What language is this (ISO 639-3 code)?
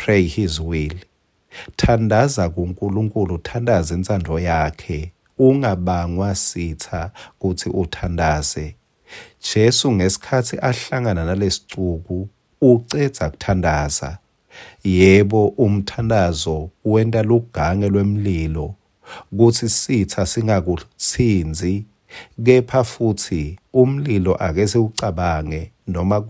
ssw